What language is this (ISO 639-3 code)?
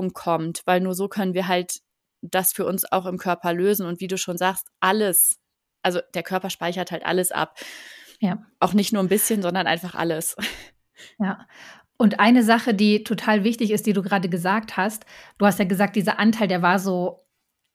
deu